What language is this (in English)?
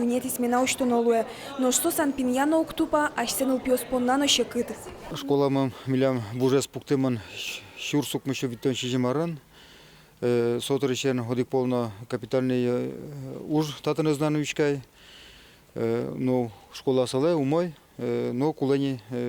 Udmurt